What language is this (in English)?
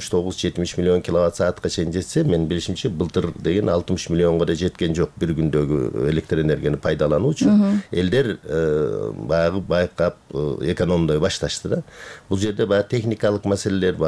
Kyrgyz